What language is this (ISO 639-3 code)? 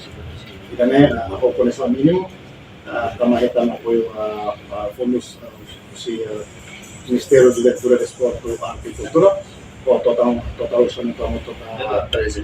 tet